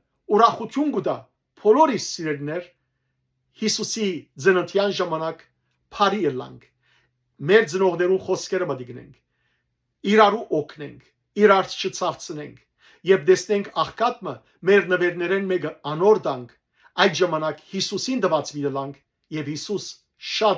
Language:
Western Armenian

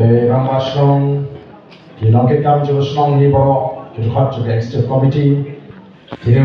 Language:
Khasi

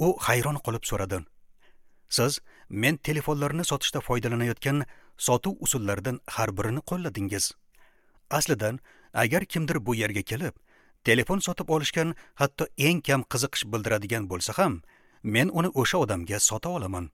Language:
Uzbek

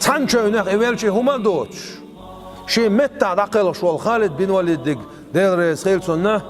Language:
Chechen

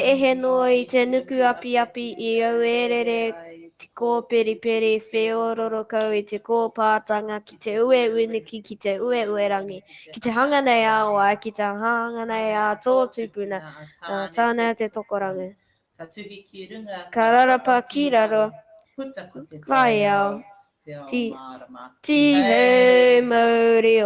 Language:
Māori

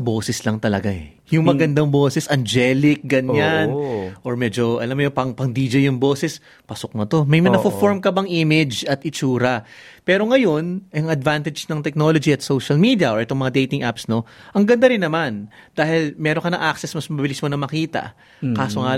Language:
Filipino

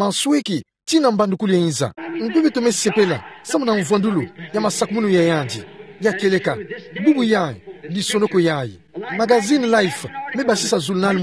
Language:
Kituba (Democratic Republic of Congo)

